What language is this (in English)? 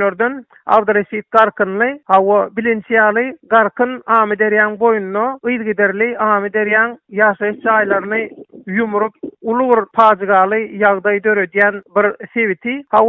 Turkmen